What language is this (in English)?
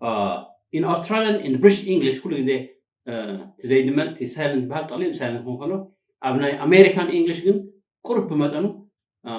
Tigrinya